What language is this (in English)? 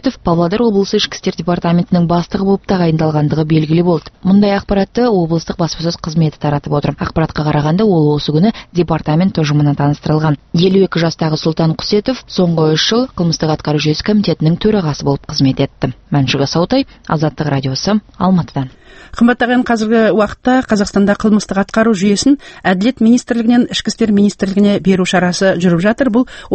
Kazakh